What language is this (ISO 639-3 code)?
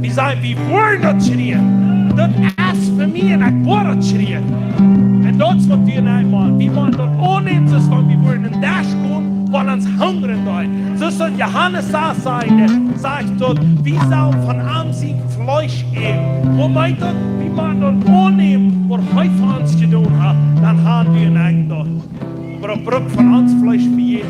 pdt